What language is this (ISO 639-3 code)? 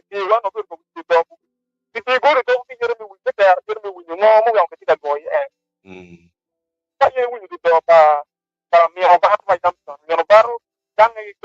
ach